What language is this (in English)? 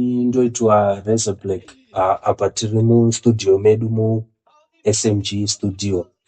Shona